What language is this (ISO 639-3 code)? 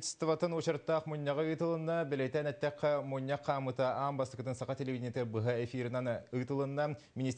sah